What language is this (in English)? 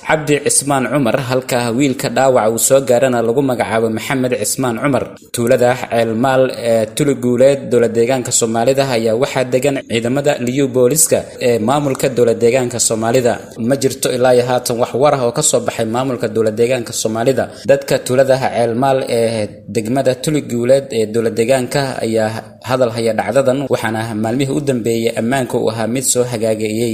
Somali